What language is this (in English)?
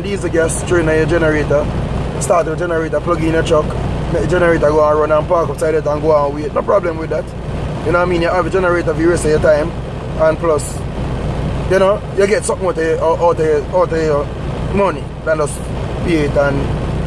Jamaican Creole English